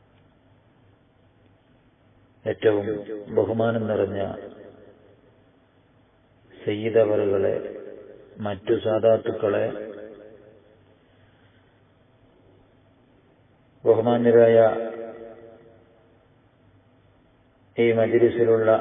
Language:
Malayalam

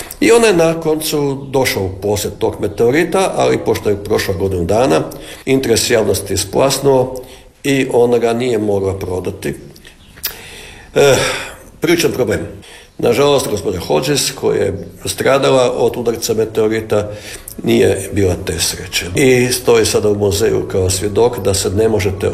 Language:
Croatian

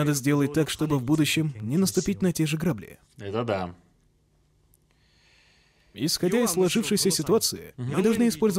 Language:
Russian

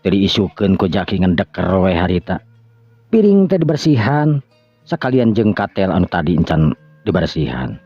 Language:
Sundanese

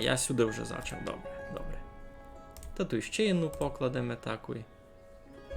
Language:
Rusyn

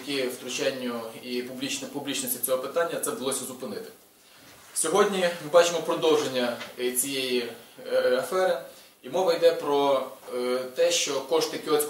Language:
Ukrainian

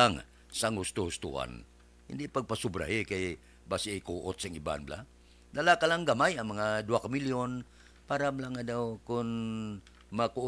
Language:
Hiligaynon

